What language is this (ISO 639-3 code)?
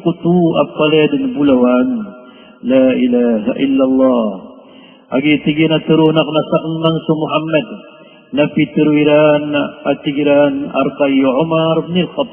mrw